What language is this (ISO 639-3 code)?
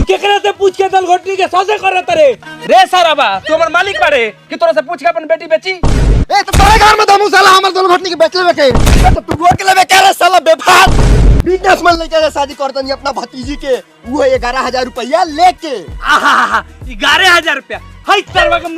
bho